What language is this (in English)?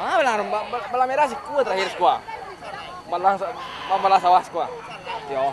Minangkabau